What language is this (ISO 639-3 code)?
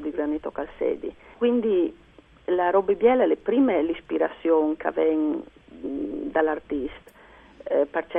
fur